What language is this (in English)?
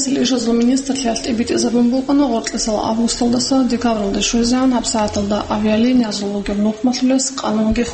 Avaric